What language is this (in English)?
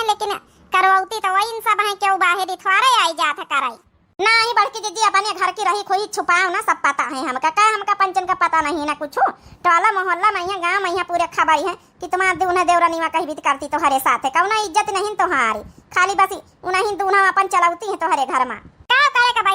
Awadhi